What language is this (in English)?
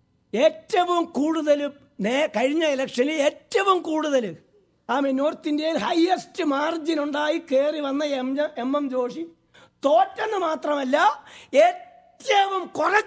Malayalam